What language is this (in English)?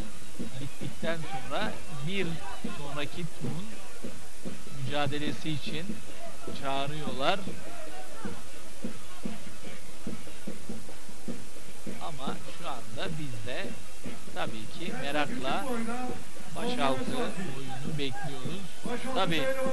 Turkish